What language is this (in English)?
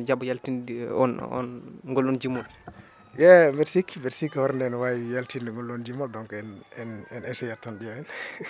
Fula